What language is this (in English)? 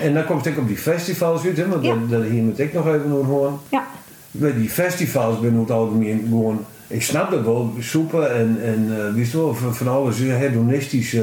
Western Frisian